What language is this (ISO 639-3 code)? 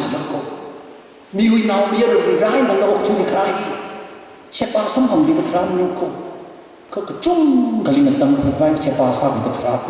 nmf